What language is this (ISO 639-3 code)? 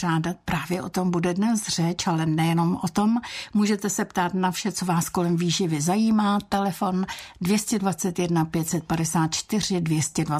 ces